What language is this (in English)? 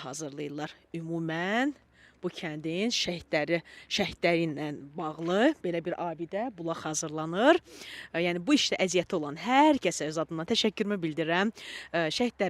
Azerbaijani